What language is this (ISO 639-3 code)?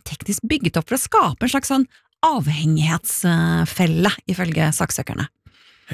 nor